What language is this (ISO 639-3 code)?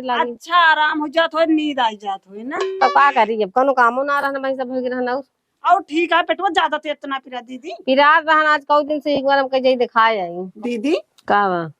awa